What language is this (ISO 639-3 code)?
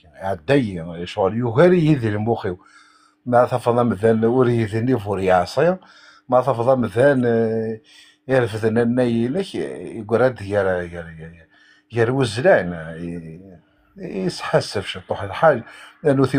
kab